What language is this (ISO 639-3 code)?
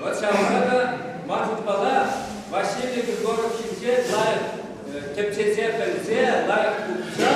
chv